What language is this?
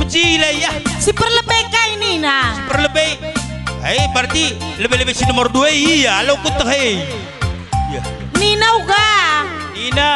Batak Karo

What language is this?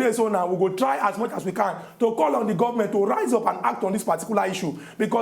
Nigerian Pidgin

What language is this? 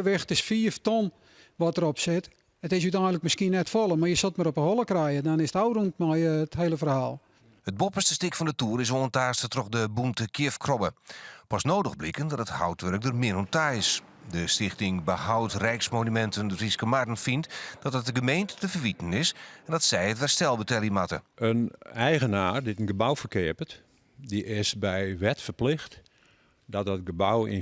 Western Frisian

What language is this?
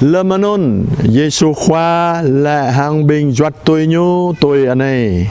Jarai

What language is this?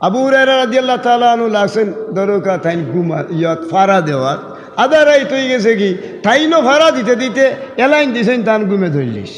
Sylheti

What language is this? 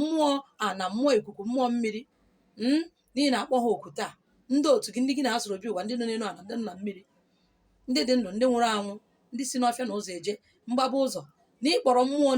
Igbo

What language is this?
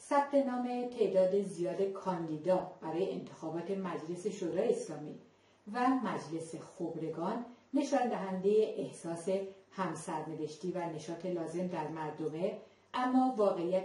Persian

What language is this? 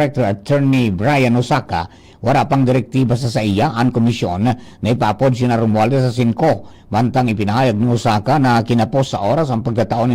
Bikol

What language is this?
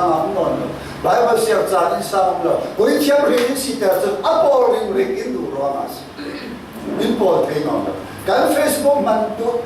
Falam Chin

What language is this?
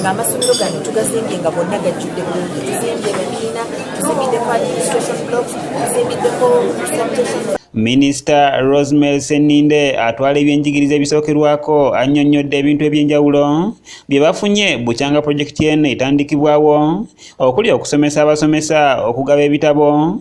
Ganda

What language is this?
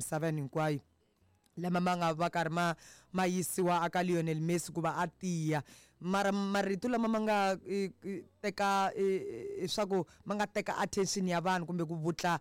Tsonga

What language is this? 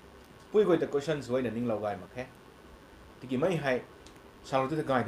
Rongmei Naga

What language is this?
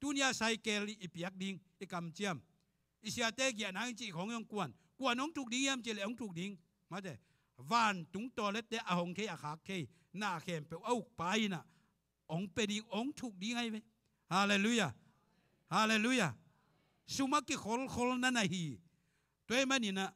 Tedim Chin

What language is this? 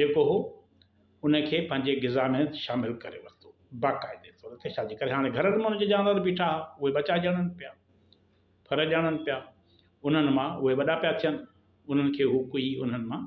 Sindhi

